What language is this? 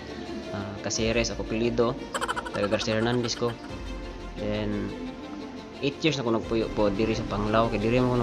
Cebuano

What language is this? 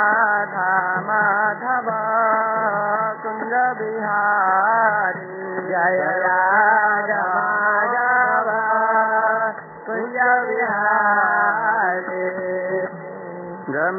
Odia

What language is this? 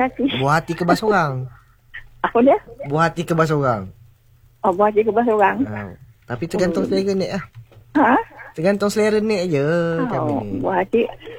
Malay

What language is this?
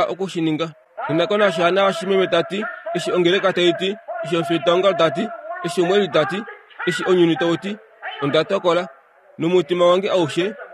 Kuanyama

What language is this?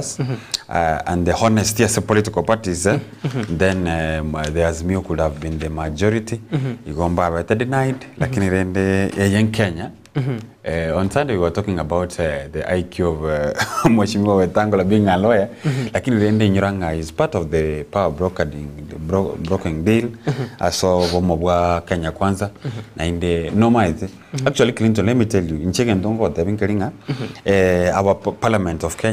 Gusii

